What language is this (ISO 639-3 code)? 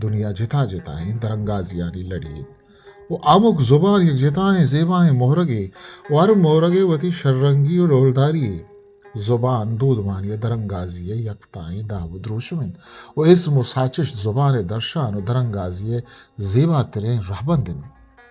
bgp